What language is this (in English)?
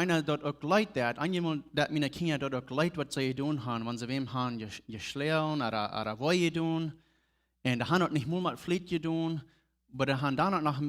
Plautdietsch